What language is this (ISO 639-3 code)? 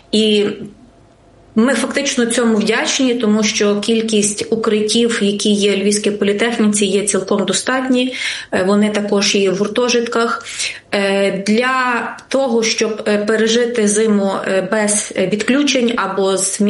ukr